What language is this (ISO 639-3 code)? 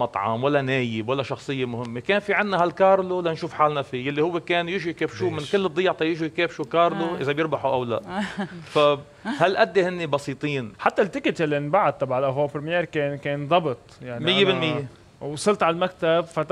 apc